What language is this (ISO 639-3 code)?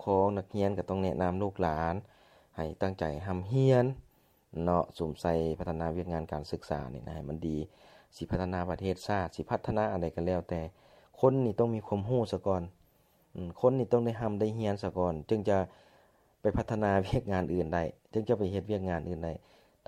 lao